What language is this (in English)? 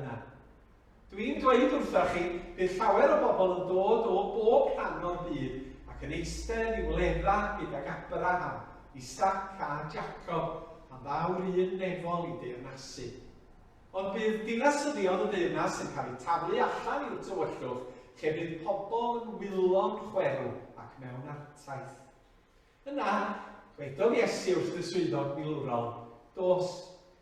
Welsh